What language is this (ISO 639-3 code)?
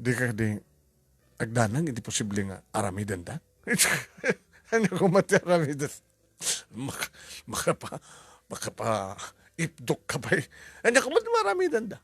ilo